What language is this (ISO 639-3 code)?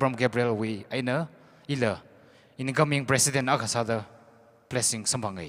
nmf